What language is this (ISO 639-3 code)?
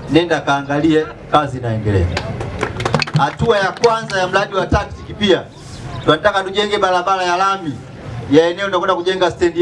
swa